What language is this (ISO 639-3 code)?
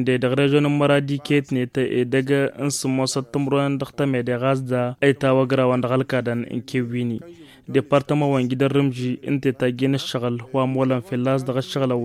taq